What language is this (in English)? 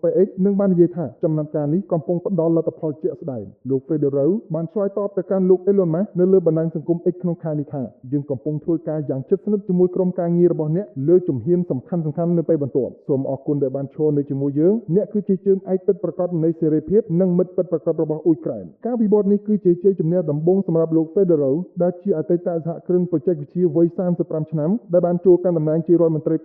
Khmer